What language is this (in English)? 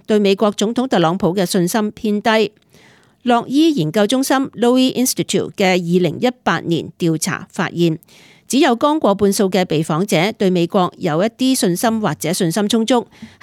Cantonese